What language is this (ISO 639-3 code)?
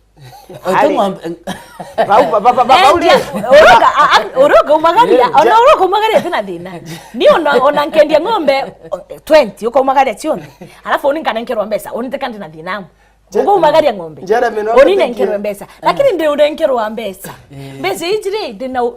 mer